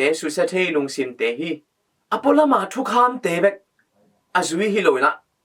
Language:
Tedim Chin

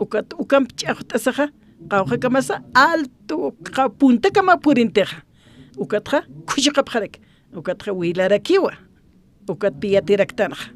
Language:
Aymara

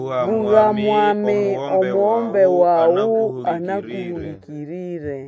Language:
Nande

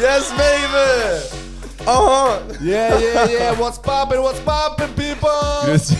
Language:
Swiss German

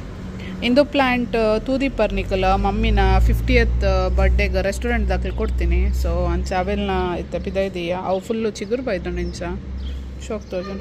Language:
Tulu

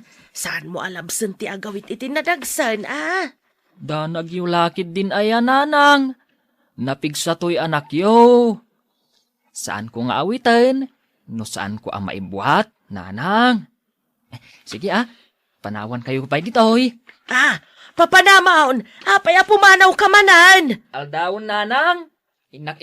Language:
Iloko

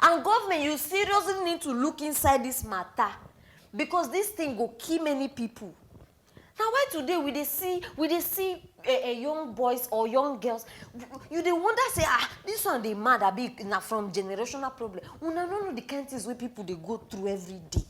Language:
Nigerian Pidgin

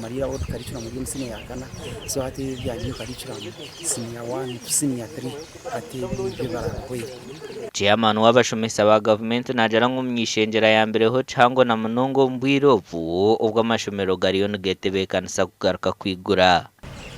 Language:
Nyankole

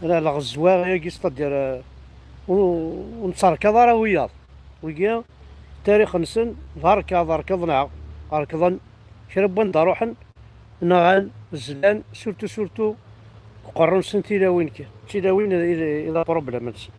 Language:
Kabyle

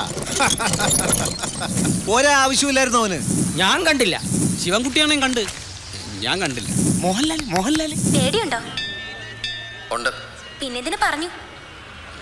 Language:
Malayalam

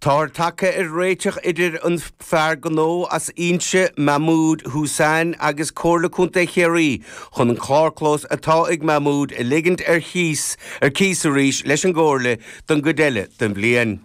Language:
Irish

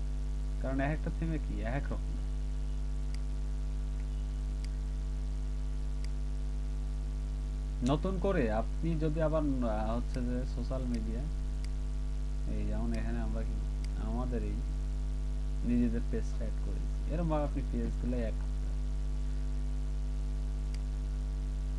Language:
Bangla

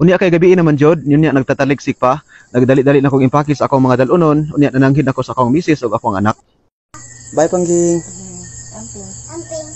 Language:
Cebuano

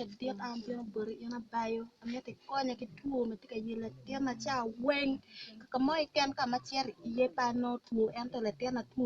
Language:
Acoli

